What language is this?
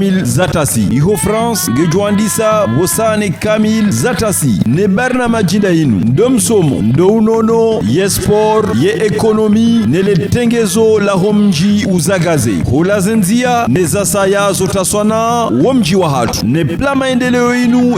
Ngazidja Comorian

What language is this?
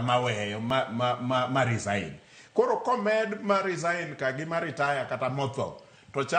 Luo (Kenya and Tanzania)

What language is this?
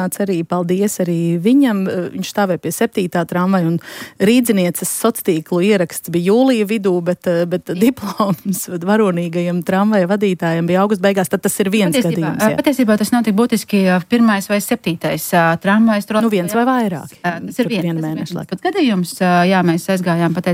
Latvian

